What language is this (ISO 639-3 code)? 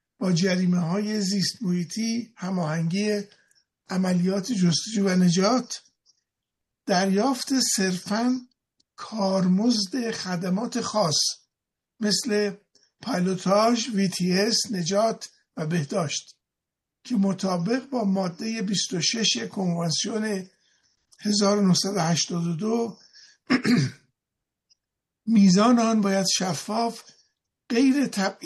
fas